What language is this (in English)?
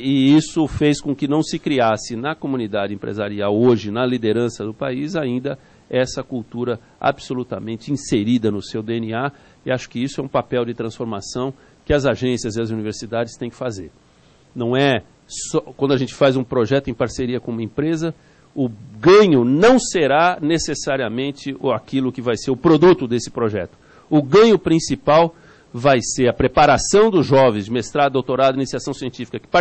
Portuguese